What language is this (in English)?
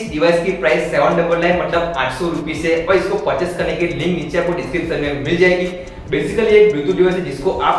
Hindi